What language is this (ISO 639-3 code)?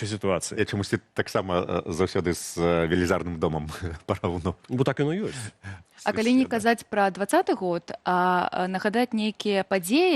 bel